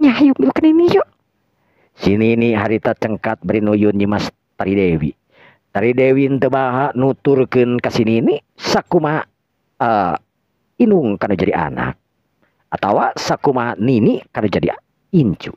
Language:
Sundanese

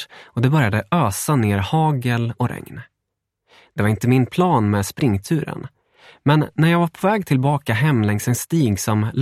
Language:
Swedish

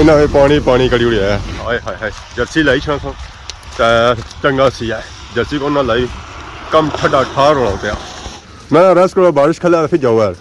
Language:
Pahari-Potwari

